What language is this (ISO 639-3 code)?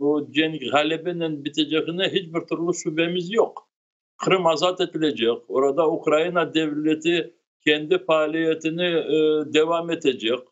crh